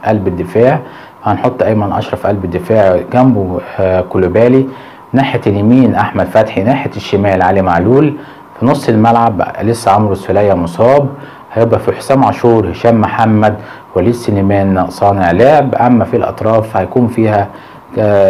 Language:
Egyptian Arabic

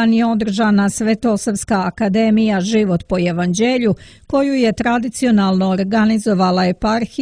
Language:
Serbian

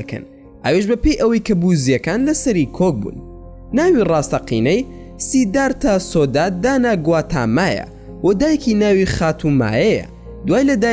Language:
Central Kurdish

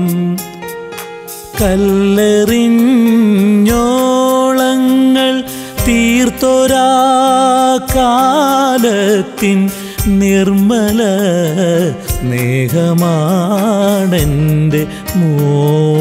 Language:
Malayalam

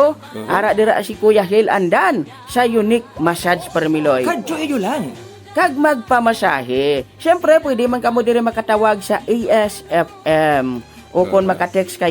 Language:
Hiligaynon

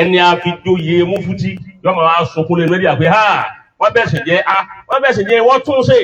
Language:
Yoruba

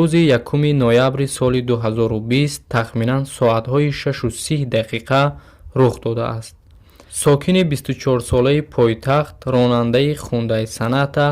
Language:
Tajik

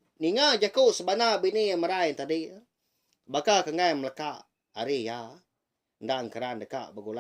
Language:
Iban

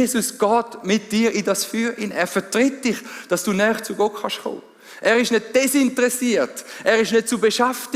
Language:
Swiss German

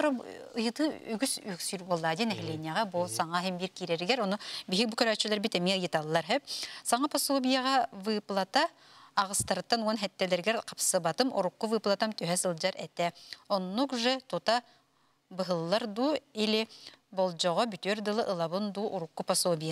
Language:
Yakut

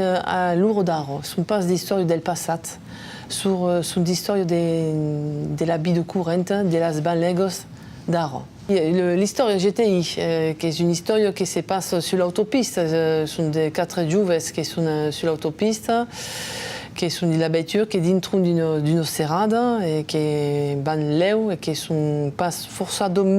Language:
Occitan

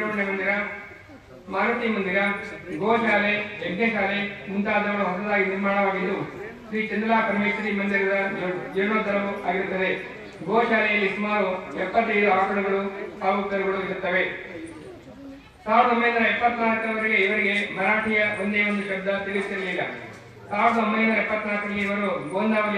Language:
Kannada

